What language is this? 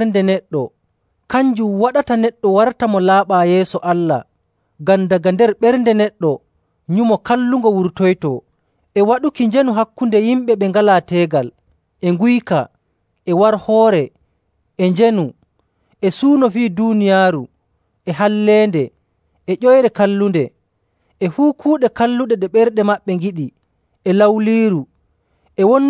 Nigerian Fulfulde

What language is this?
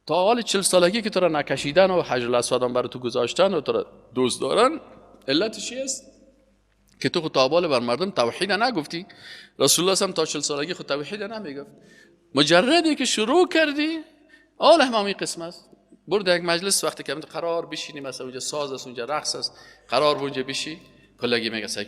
Persian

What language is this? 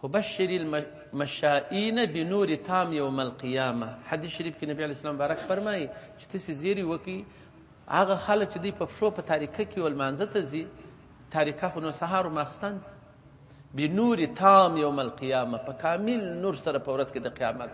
Pashto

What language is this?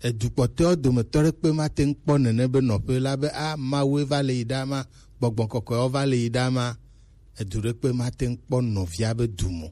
Gen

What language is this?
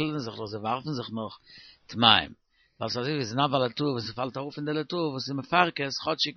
Yiddish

